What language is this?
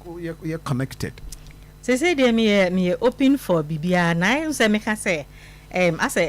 Akan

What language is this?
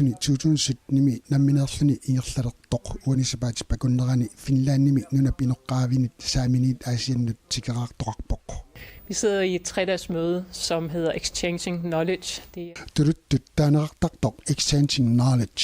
Kalaallisut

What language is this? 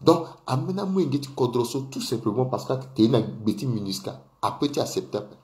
Sango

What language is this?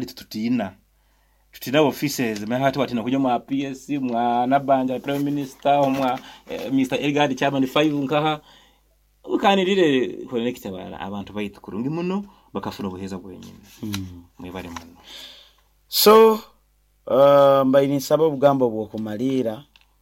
Nyoro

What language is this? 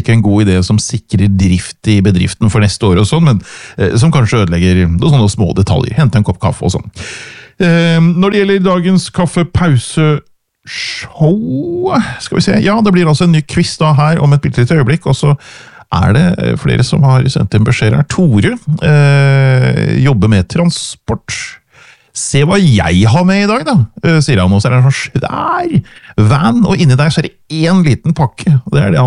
Norwegian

